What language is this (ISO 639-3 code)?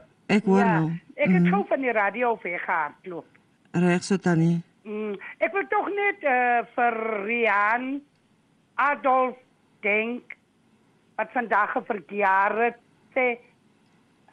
afr